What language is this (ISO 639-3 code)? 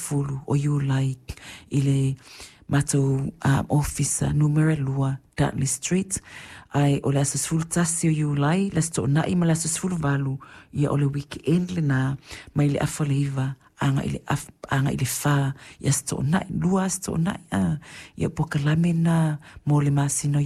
smo